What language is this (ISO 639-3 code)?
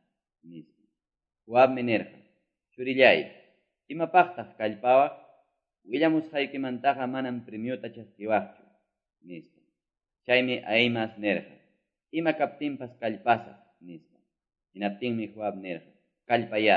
que